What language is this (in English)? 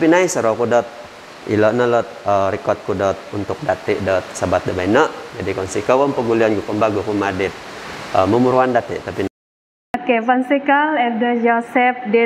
Central Dusun